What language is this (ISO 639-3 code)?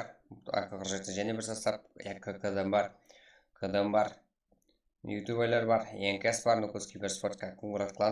kaa